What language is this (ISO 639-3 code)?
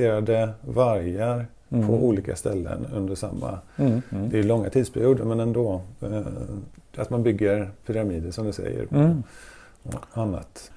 swe